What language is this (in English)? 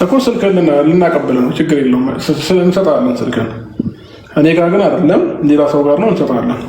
Amharic